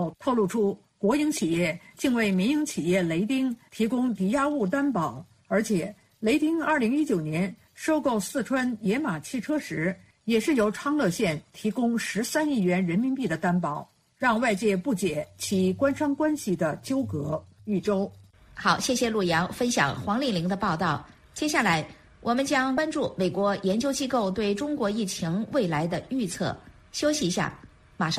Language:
Chinese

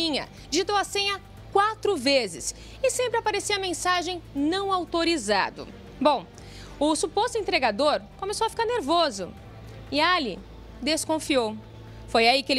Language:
Portuguese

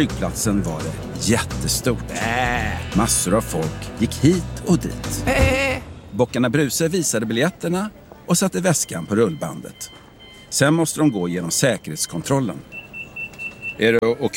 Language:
Swedish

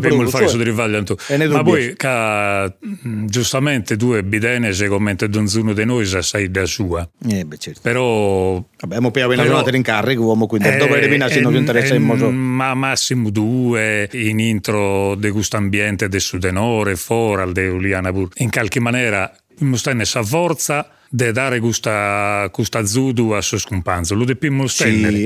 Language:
Sardinian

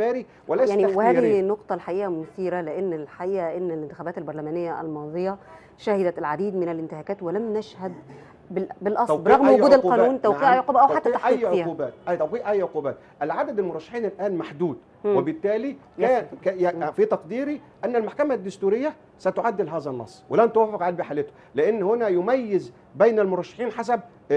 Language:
Egyptian Arabic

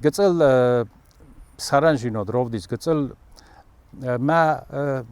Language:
Ossetic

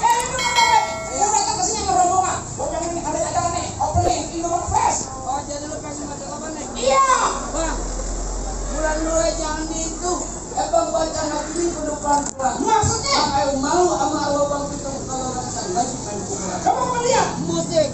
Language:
Betawi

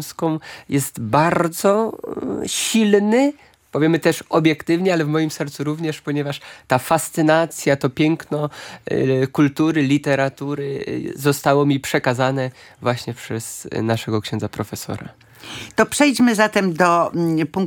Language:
Polish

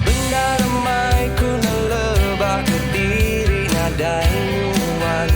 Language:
Iban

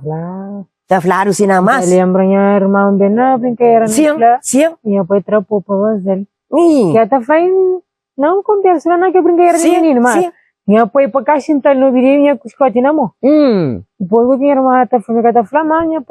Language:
Kabuverdianu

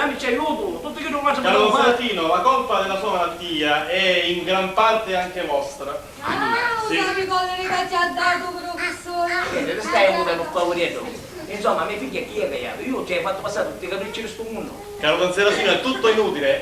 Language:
Sicilian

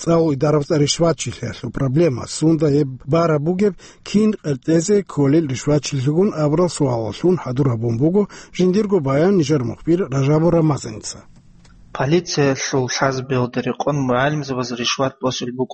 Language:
Avaric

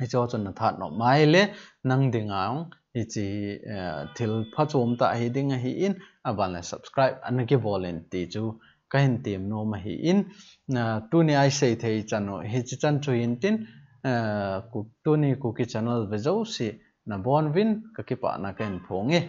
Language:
Thado Chin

